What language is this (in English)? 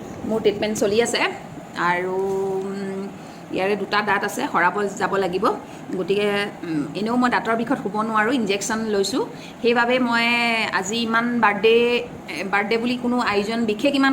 Assamese